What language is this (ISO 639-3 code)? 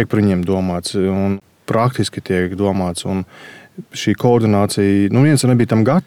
lav